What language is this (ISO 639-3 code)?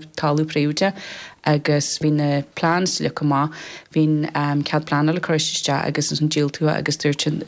gle